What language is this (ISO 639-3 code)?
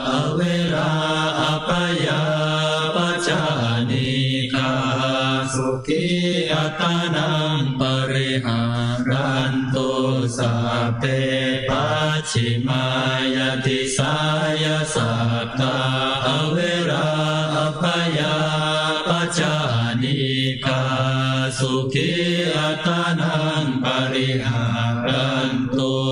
pli